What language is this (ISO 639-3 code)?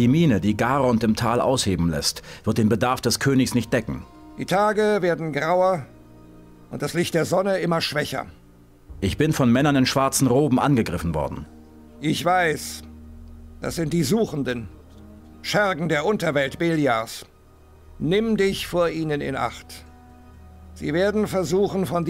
bar